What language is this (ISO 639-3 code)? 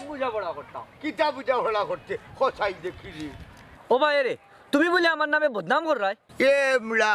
syl